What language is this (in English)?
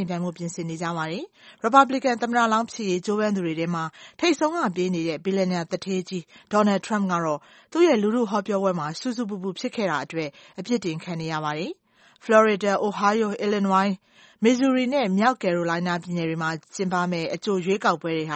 Burmese